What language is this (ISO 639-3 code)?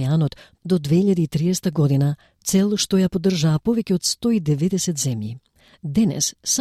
mkd